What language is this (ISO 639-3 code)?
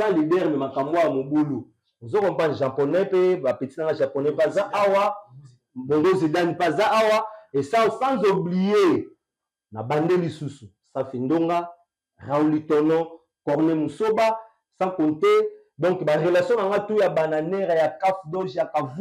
lin